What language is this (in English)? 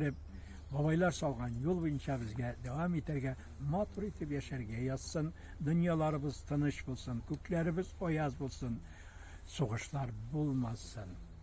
Tatar